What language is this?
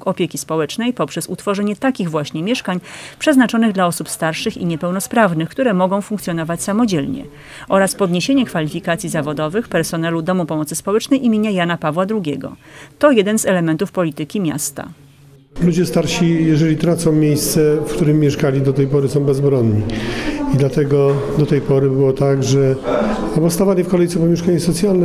Polish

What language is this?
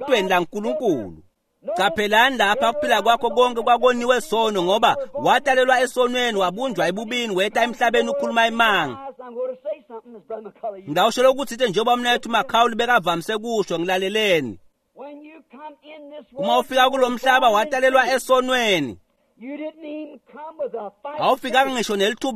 Swati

